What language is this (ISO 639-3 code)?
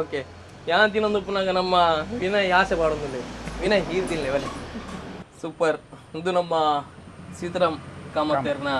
tcy